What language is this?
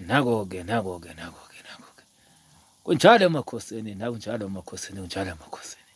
Zulu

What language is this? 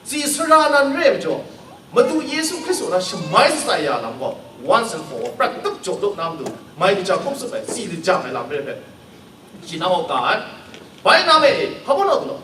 Kachin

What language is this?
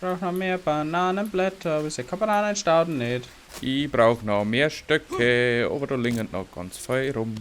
Bavarian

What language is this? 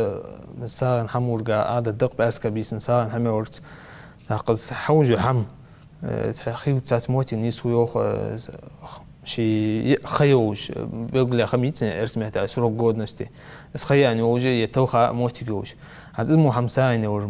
Ingush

